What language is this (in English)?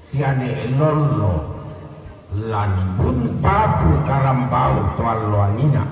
Toraja-Sa'dan